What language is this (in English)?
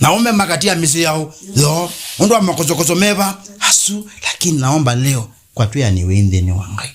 Kamba